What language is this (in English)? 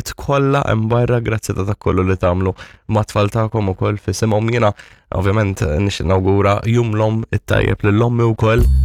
Maltese